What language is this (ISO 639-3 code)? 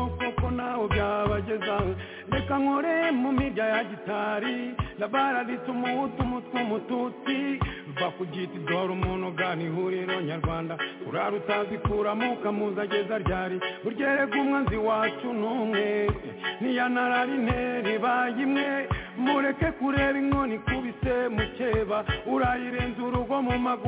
kin